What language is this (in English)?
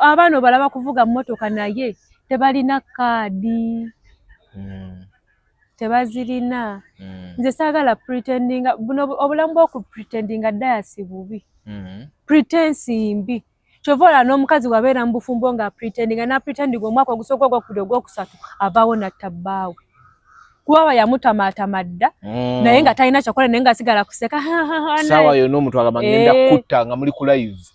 Ganda